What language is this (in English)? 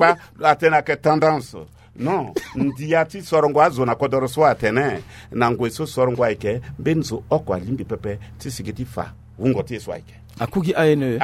Sango